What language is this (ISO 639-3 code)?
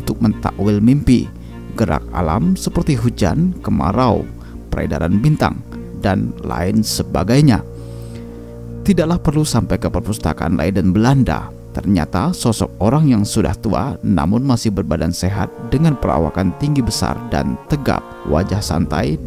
ind